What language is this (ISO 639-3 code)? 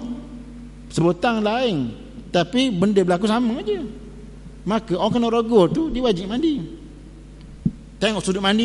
msa